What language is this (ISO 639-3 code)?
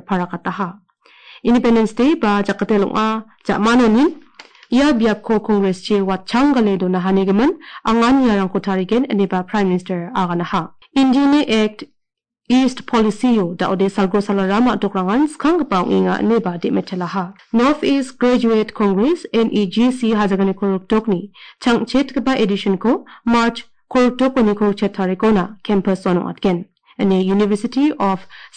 grt